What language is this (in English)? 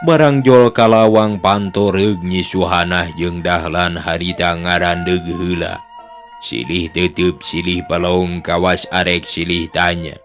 Sundanese